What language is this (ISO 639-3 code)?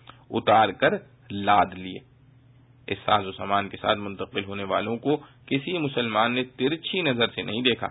urd